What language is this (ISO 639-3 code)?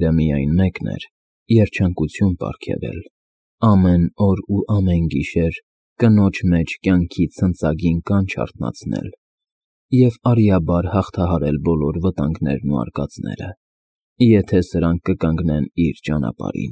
hye